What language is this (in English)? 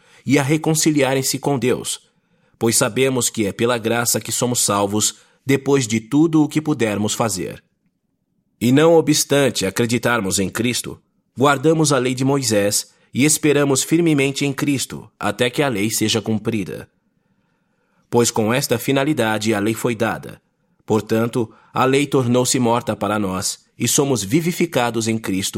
Portuguese